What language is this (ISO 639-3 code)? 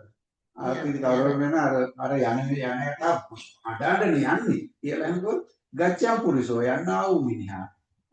sin